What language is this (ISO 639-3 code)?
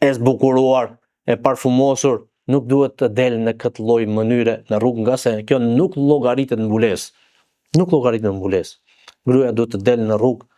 sqi